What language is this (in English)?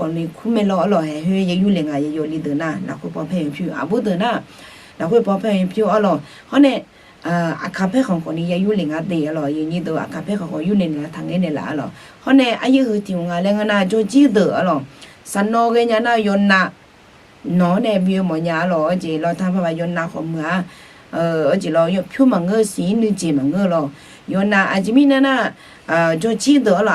Akha